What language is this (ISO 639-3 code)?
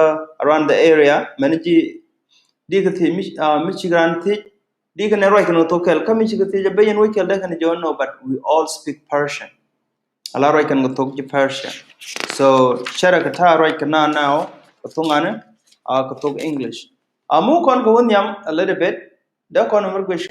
nus